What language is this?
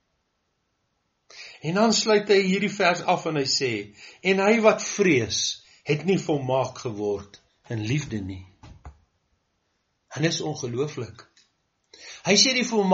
Afrikaans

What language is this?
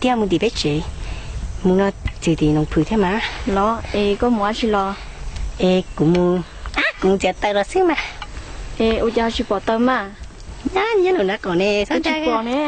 Hmong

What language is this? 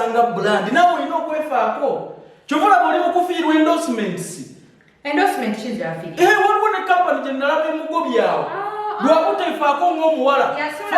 Ganda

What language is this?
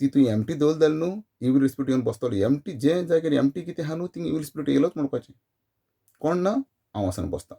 Konkani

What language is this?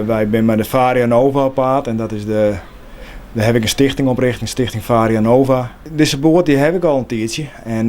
Western Frisian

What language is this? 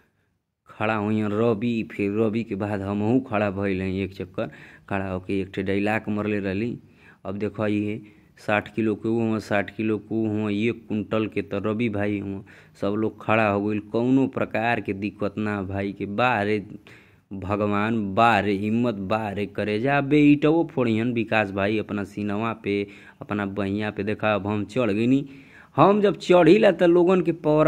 Bhojpuri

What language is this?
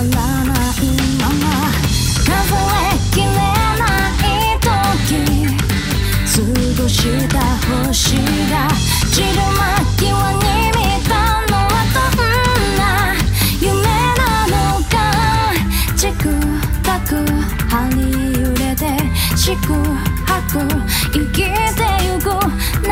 Japanese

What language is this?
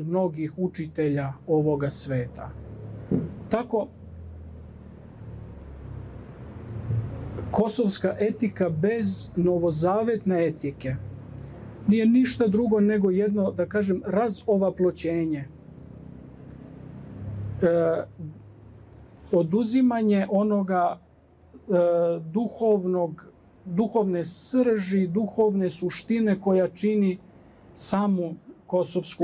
Serbian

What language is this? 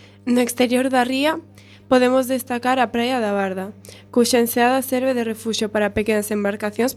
Galician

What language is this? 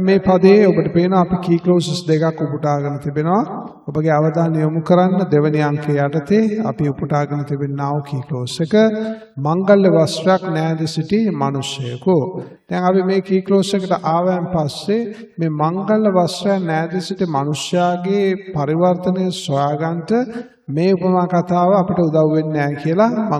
Sinhala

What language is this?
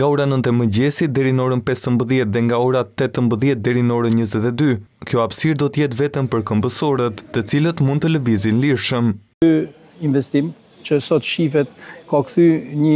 Albanian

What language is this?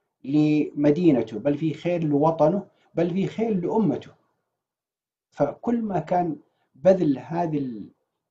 Arabic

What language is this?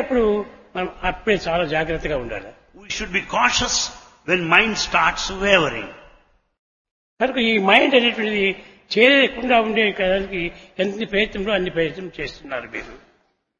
Telugu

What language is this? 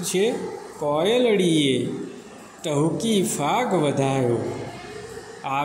Gujarati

